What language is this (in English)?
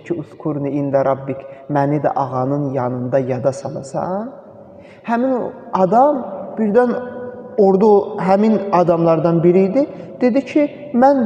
Azerbaijani